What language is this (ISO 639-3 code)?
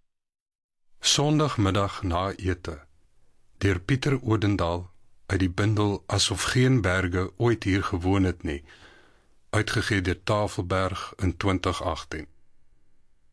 afr